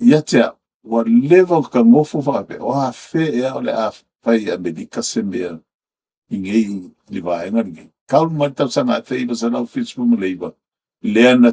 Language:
Samoan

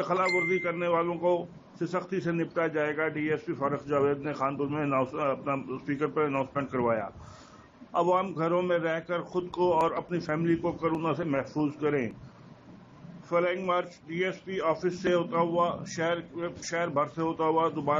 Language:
Urdu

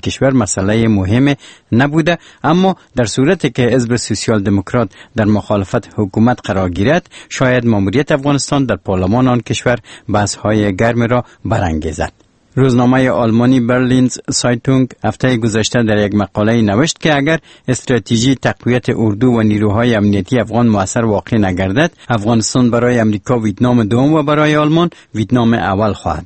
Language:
Persian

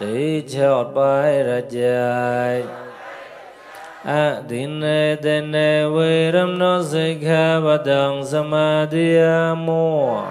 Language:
Mon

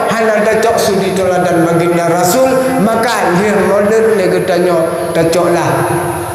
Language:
Achinese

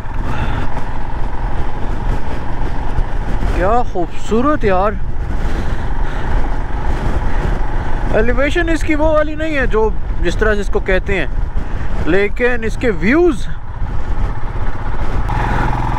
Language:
Hindi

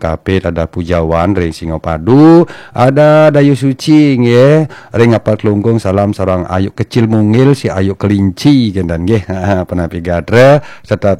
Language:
Balinese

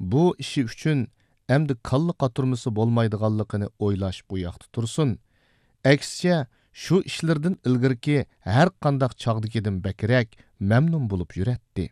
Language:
Uyghur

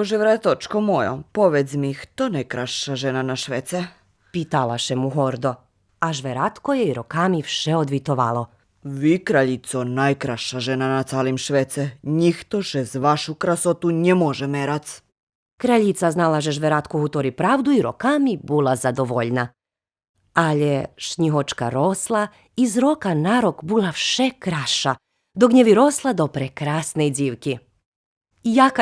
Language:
Rusyn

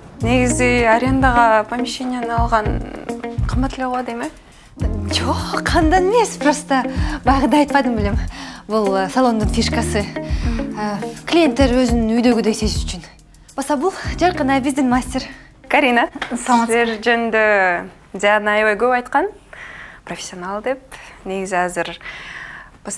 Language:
Kyrgyz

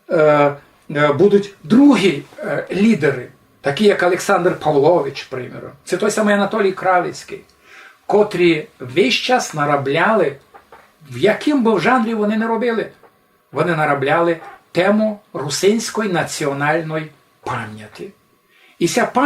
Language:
Rusyn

